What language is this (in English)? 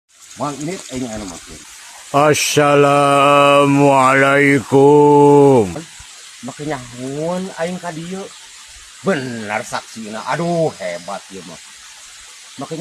Sundanese